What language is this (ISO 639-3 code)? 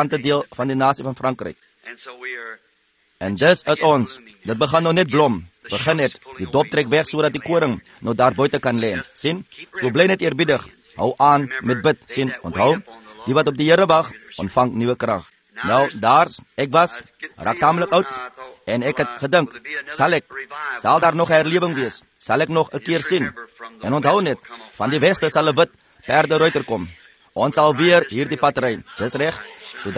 afr